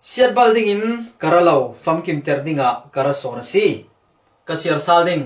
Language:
Falam Chin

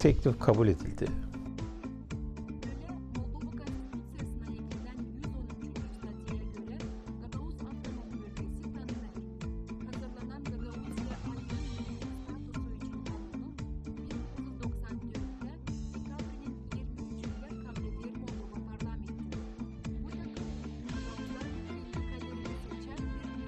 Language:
Gagauz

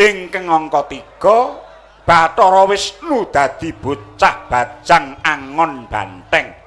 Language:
Javanese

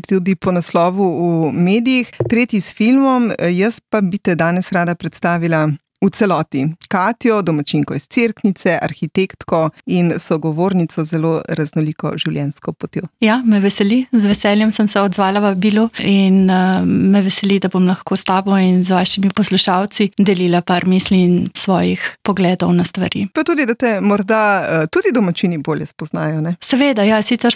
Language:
Slovenian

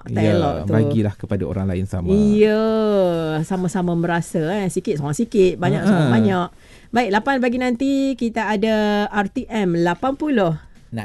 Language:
Malay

